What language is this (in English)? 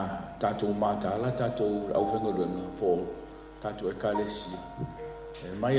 Samoan